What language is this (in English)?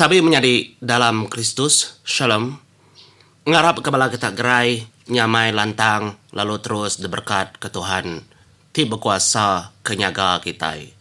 Iban